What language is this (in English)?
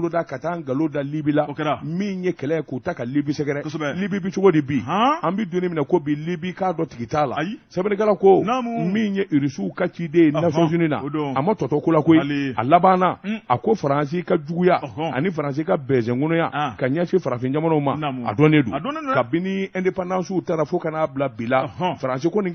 Bambara